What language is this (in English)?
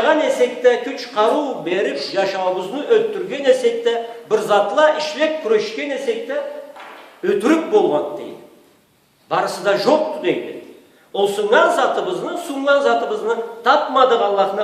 Karachay-Balkar